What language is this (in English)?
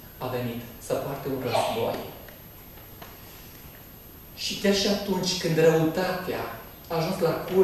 Romanian